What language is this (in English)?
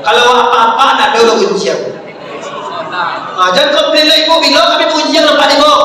Minangkabau